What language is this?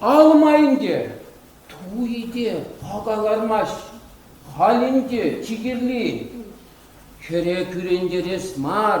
Chuvash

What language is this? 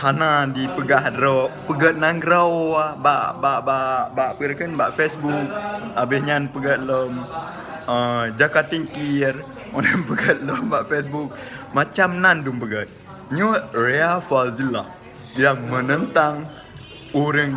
Achinese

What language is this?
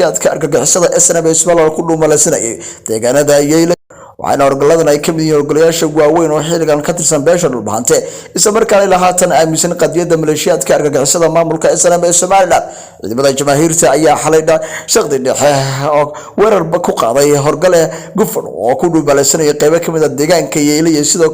Somali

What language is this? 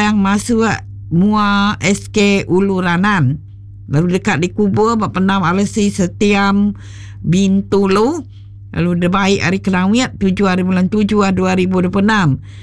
Iban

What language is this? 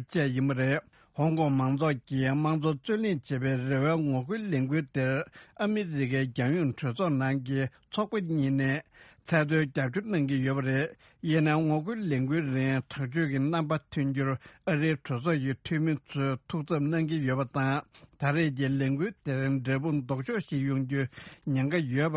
Tibetan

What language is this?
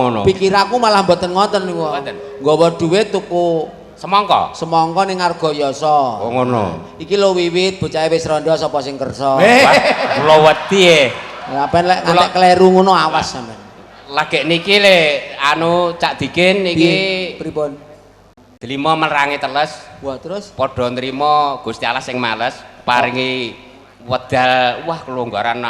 Javanese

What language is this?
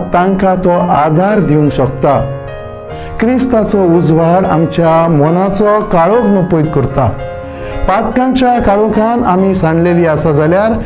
Konkani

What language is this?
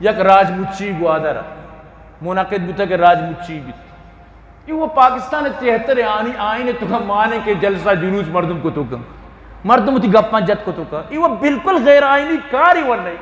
Eastern Balochi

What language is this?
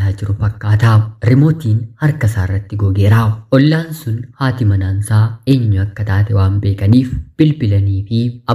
Oromo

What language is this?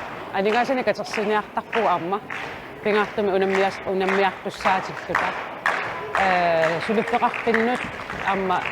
Kalaallisut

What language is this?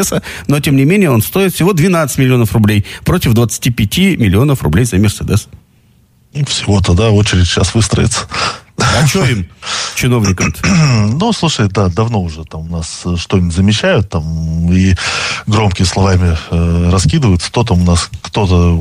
Russian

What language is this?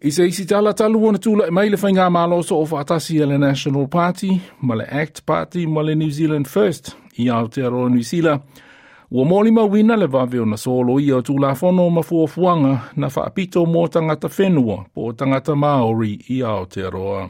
Samoan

